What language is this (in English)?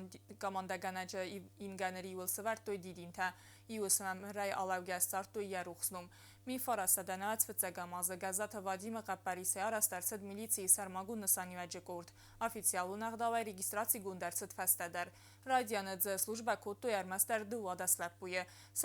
Ossetic